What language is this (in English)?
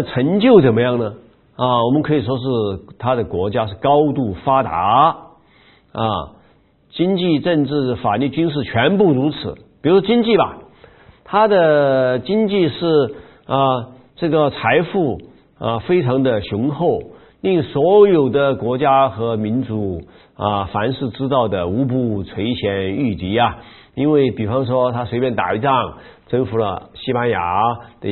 Chinese